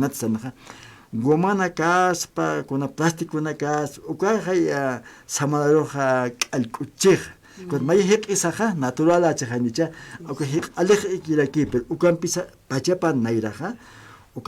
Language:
Aymara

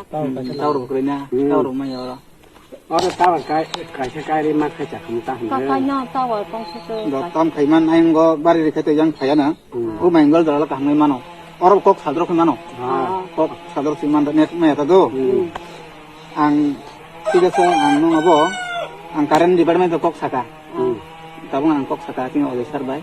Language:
Kok Borok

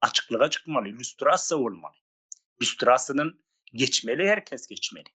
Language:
Turkmen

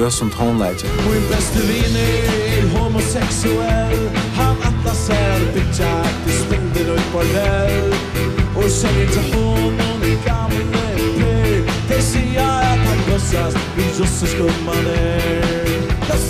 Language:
Faroese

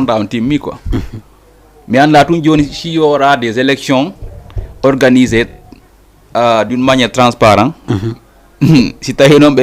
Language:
Fula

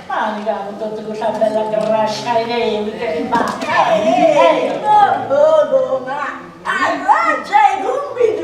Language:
Sardinian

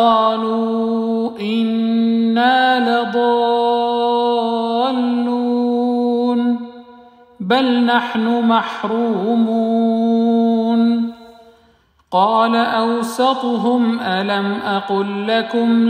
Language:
Arabic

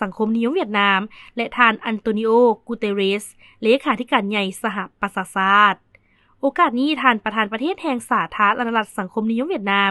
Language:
Lao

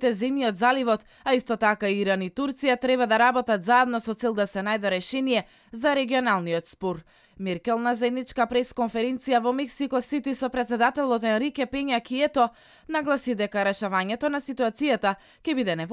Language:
Macedonian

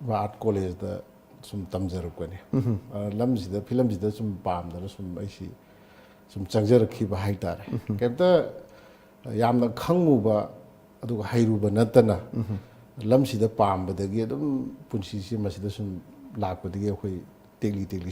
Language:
Manipuri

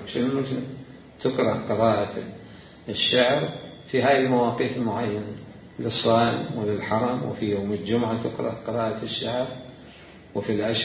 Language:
Mesopotamian Arabic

